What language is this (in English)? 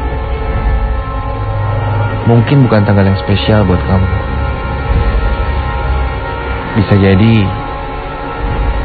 Indonesian